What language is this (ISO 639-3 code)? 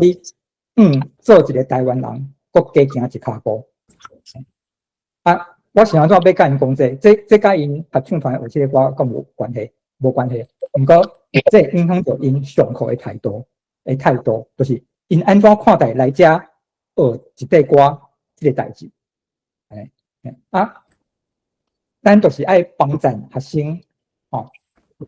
nan